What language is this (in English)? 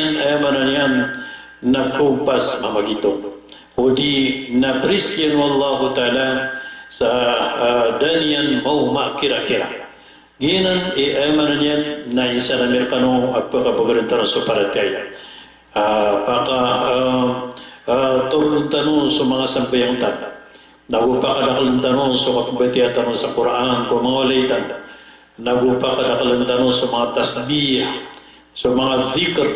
Maranao